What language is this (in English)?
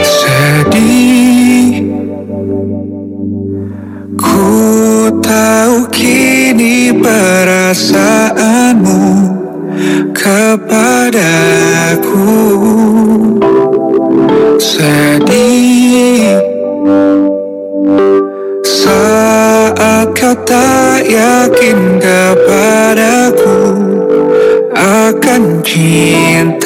Indonesian